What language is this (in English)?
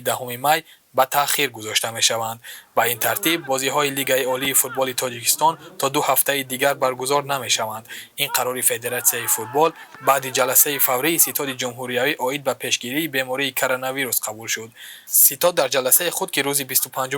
Tajik